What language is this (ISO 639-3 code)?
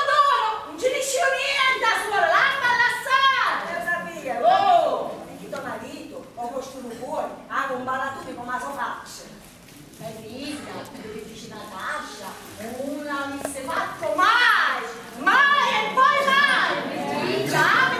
scn